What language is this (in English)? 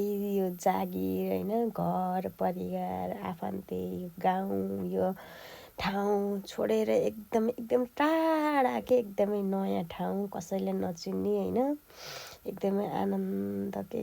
Nepali